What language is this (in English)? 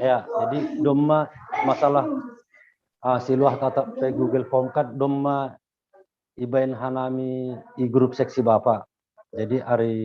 Batak Simalungun